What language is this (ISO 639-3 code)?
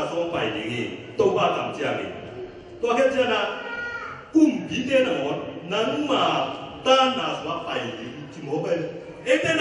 ctd